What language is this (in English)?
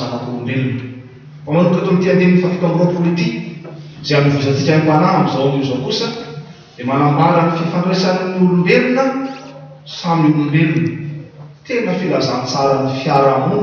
Malagasy